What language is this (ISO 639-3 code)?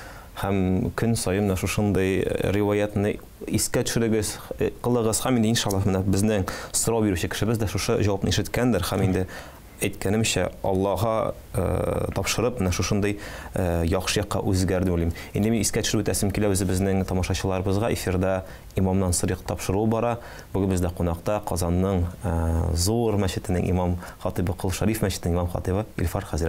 tat